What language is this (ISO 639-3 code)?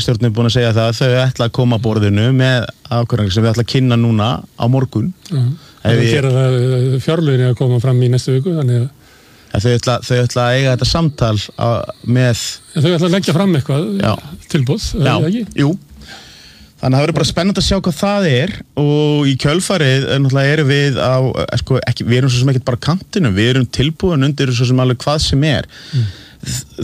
isl